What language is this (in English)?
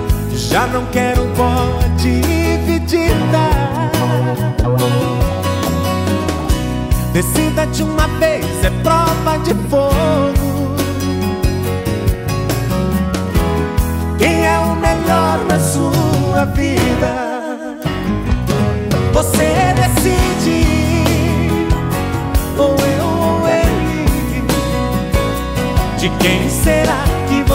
Portuguese